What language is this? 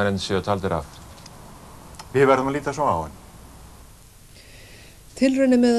Icelandic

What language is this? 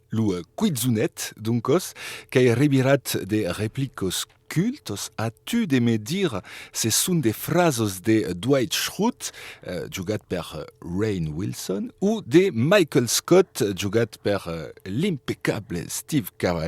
Occitan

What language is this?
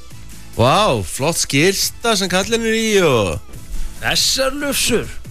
Icelandic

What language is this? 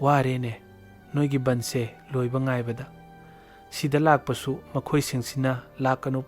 Manipuri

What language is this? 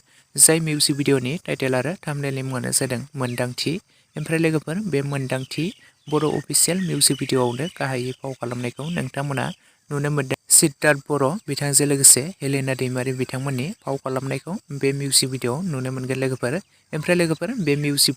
Bodo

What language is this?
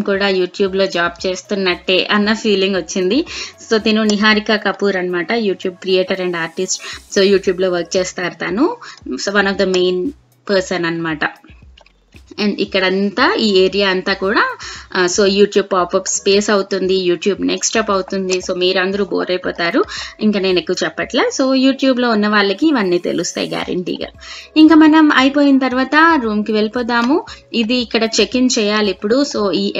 Telugu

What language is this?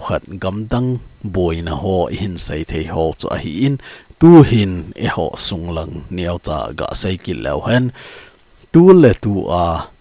Thado Chin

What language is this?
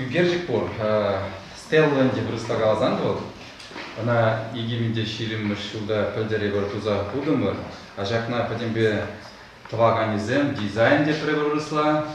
Chuvash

